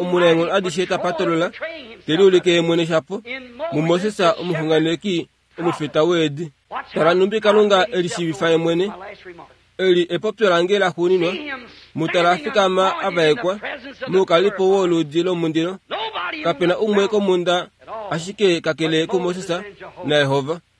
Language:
Kuanyama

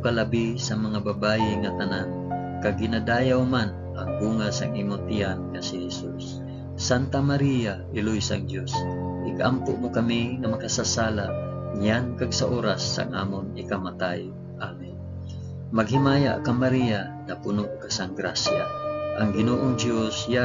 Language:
Hiligaynon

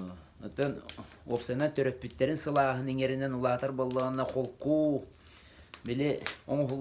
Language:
Yakut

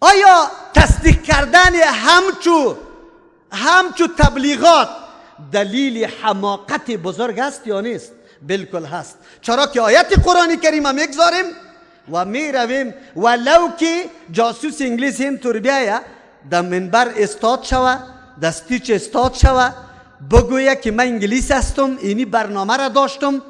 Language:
Persian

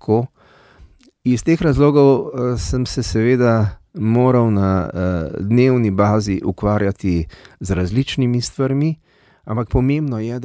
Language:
Slovenian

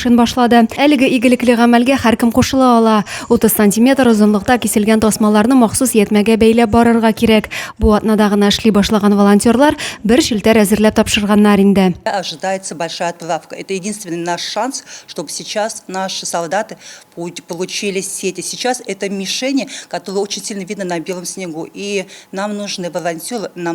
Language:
Tatar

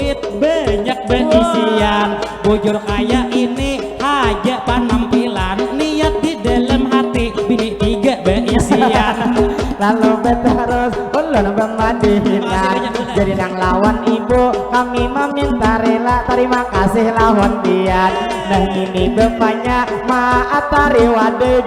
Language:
Banjar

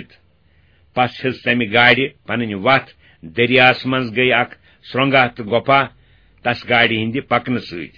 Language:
Kashmiri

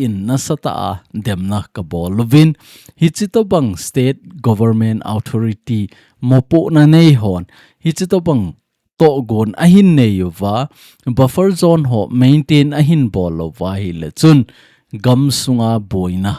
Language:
Thado Chin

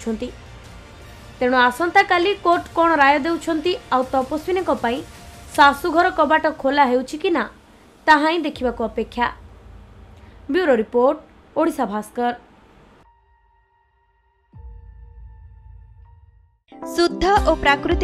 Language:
Odia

